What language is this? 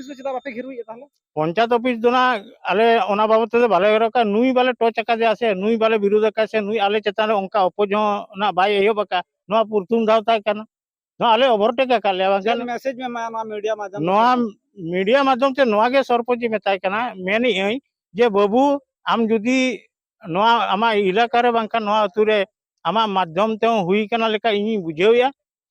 Santali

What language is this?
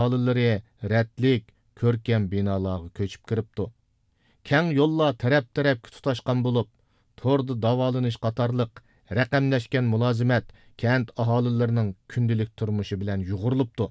Uyghur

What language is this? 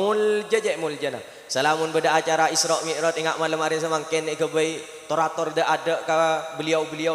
Madurese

